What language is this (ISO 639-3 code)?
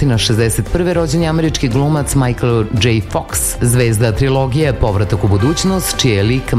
srp